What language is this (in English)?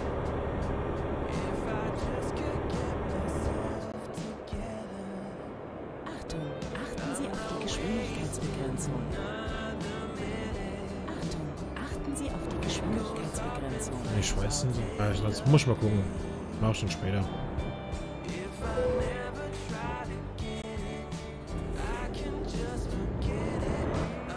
German